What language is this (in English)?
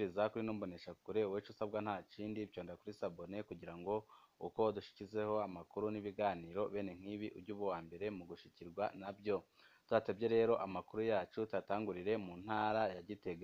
Rundi